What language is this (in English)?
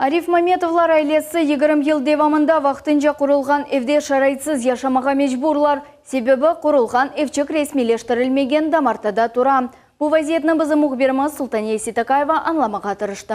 Crimean Tatar